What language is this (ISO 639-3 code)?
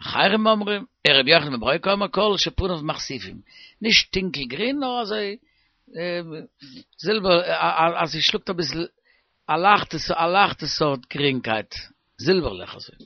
yid